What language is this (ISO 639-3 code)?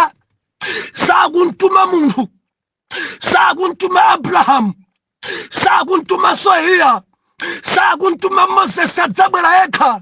nya